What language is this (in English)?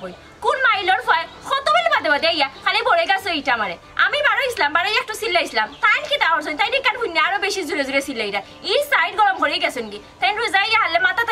Sylheti